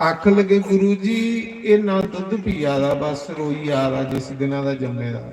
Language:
Dogri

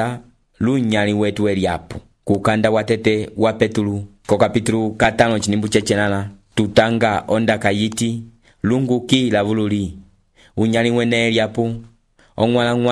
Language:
Umbundu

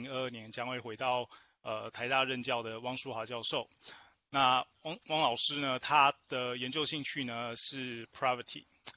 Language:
Chinese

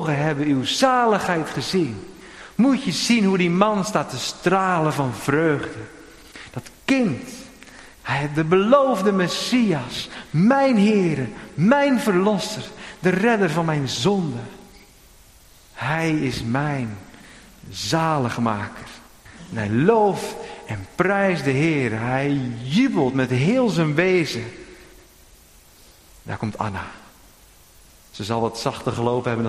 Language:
Dutch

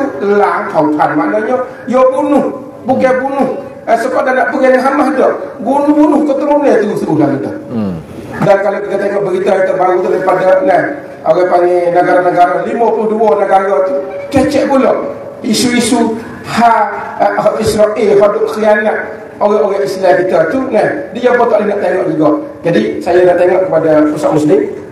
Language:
Malay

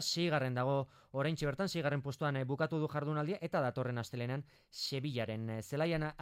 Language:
Basque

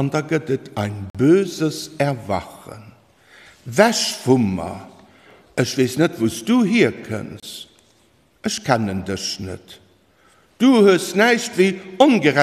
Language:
Luxembourgish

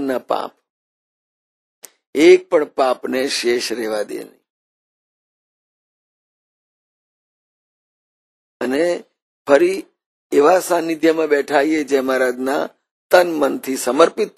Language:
Gujarati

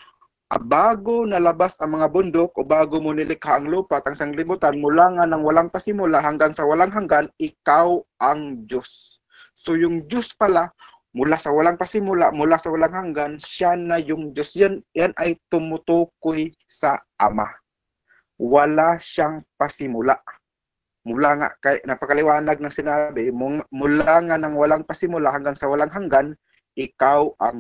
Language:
Filipino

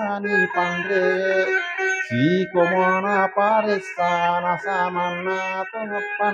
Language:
Buginese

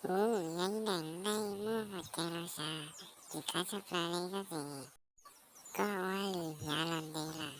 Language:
Hmong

